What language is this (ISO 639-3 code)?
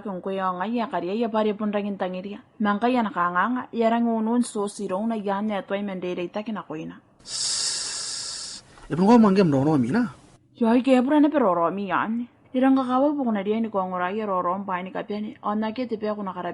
gil